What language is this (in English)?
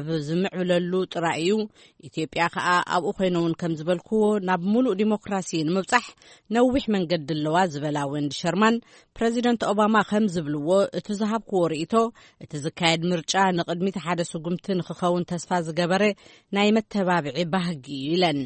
Tigrinya